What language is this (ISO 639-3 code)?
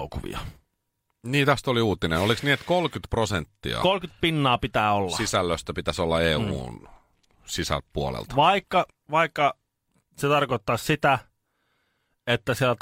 fin